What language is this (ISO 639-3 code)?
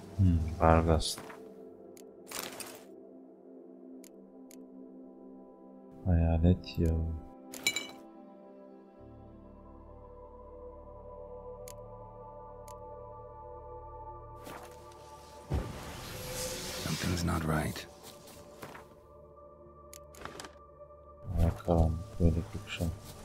tur